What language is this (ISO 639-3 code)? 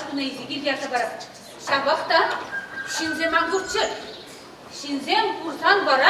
chv